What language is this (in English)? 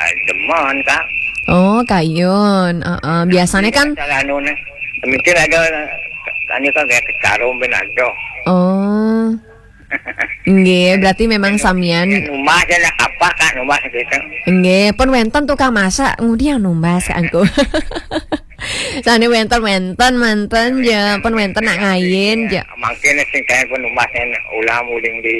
Balinese